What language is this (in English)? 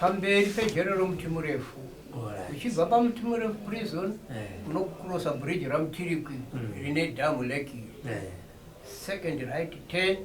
Shona